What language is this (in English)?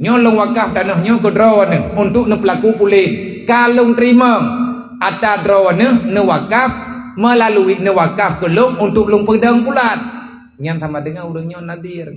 Achinese